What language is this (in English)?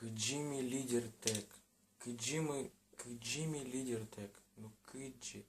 Udmurt